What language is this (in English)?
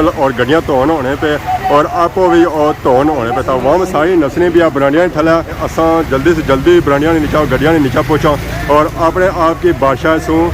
Pahari-Potwari